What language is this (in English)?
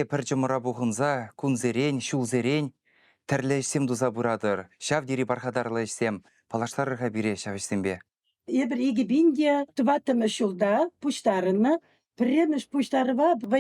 Chuvash